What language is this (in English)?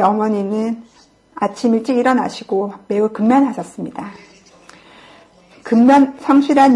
Korean